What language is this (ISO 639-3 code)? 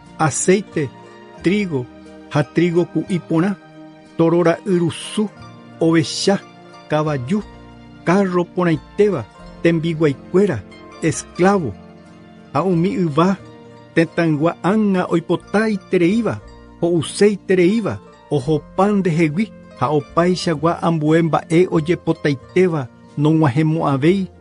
grn